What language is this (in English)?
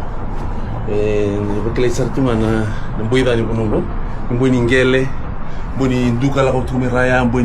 Fijian